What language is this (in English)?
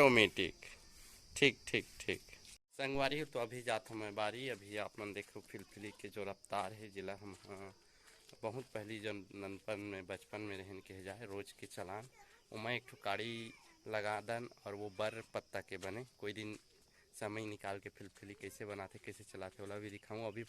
Chhattisgarhi